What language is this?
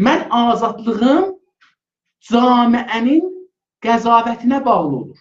South Azerbaijani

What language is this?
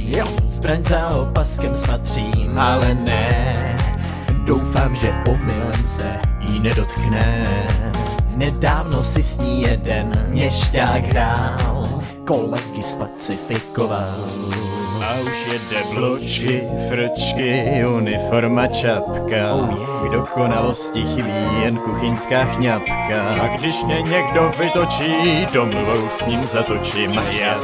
Czech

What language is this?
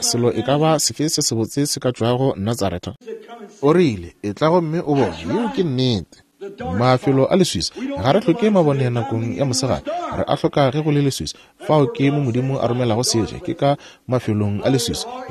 Northern Sotho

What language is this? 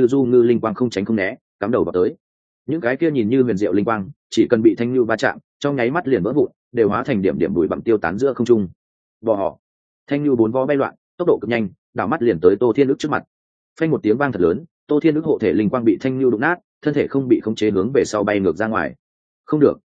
Vietnamese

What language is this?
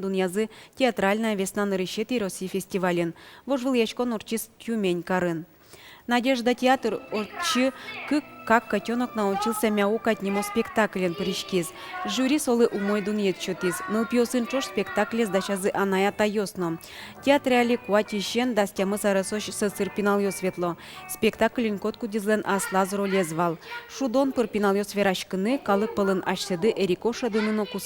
Udmurt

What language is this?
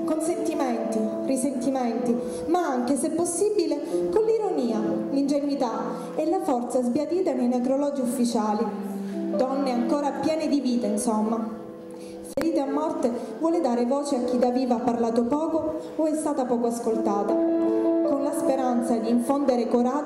Italian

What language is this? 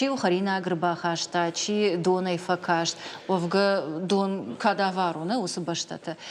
Ossetic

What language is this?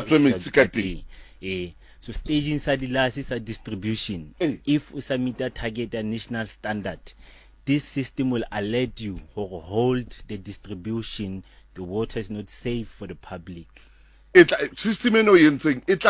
Southern Sotho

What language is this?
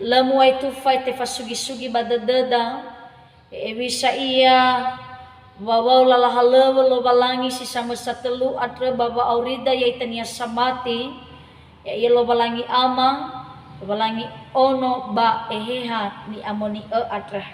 Nias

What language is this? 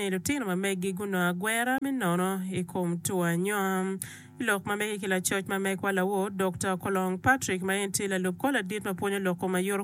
Acoli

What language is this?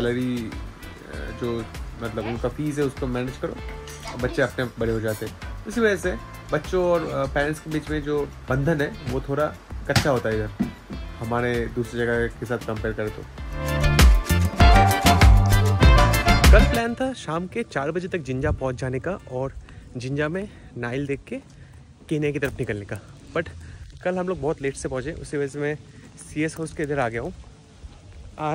Hindi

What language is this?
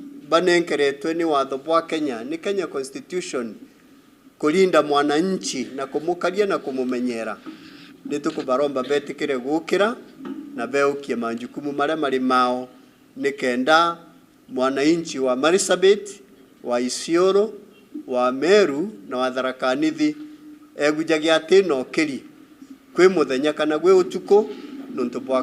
Meru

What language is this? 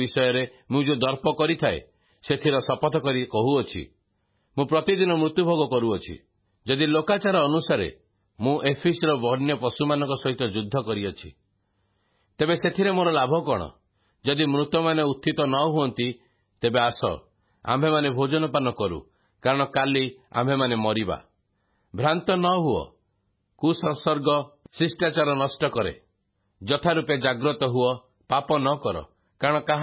Odia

